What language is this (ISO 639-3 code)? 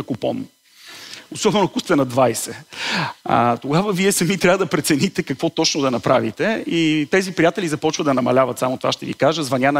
bul